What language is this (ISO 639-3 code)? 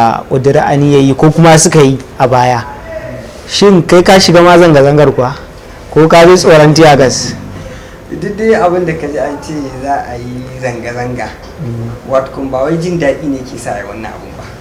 hau